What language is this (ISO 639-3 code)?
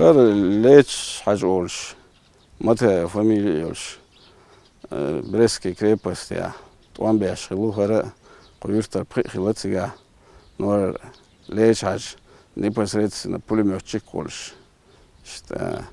che